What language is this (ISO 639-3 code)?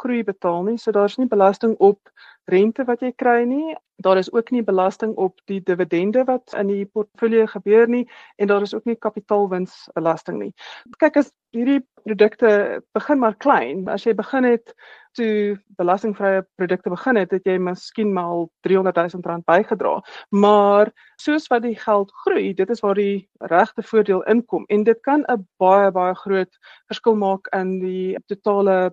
afr